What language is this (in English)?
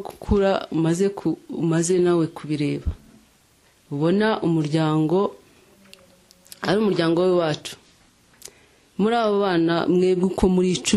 Kinyarwanda